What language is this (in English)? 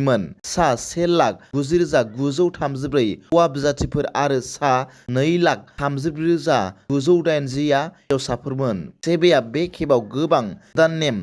Bodo